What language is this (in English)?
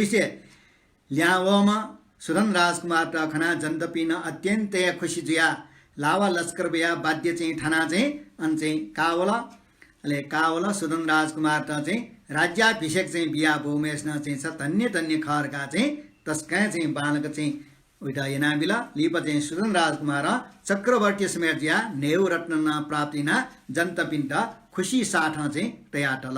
Newari